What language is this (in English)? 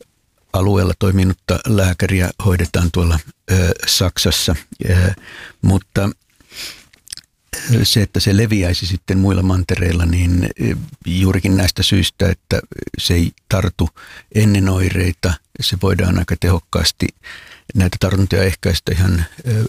Finnish